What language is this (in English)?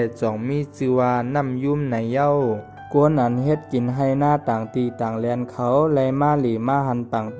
Shan